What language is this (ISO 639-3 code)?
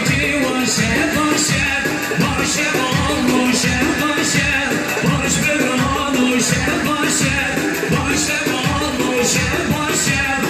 kur